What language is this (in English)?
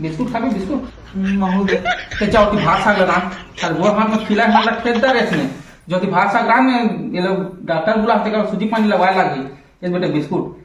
Chhattisgarhi